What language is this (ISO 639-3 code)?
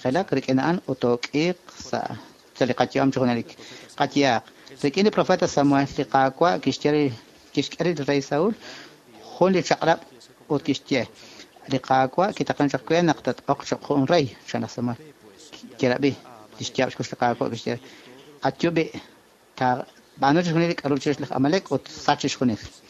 kek